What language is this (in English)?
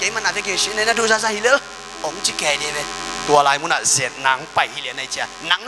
Tedim Chin